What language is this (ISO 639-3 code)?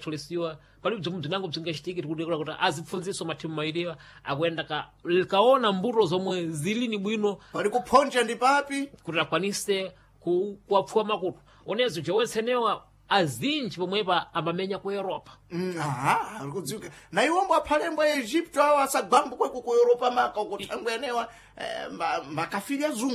seh